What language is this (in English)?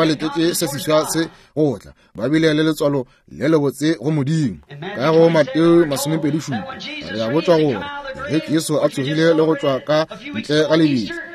Northern Sotho